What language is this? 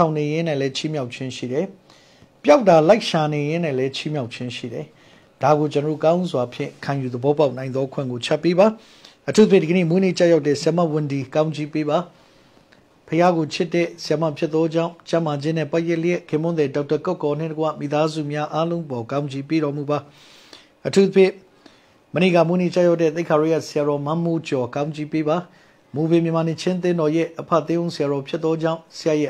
Burmese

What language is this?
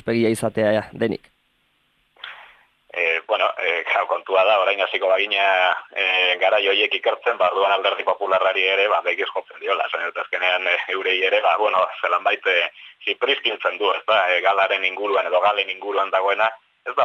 Basque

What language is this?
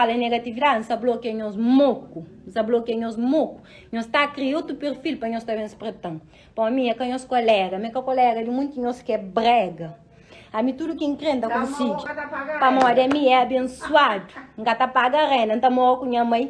Kabuverdianu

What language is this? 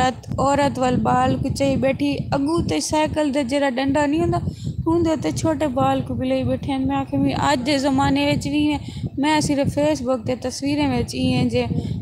Saraiki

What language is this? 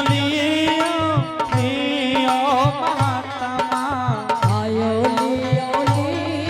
Angika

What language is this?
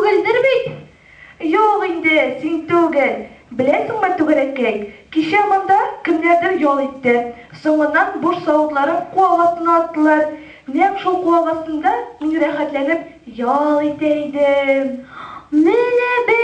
Tatar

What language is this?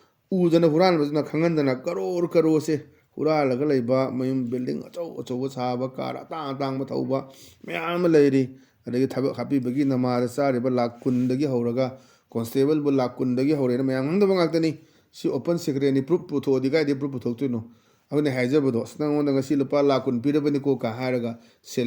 Manipuri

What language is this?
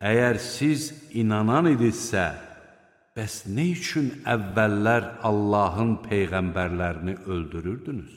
Azerbaijani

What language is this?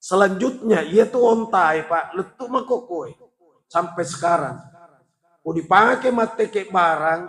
Buginese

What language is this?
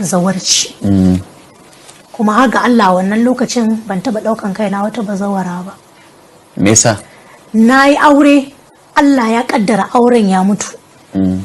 Hausa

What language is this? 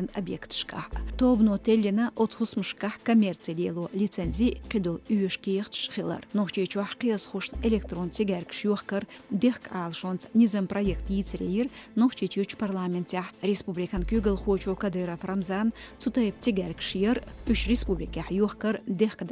Chechen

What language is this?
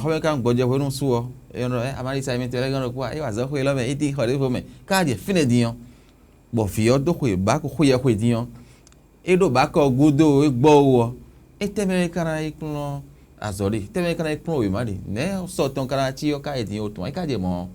Fon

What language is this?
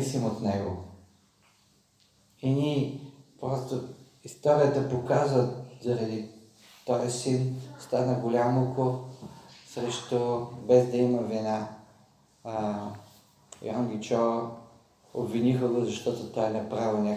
Bulgarian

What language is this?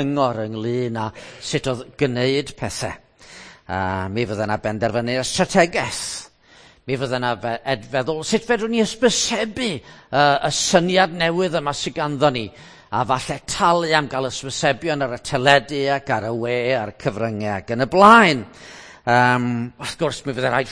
Welsh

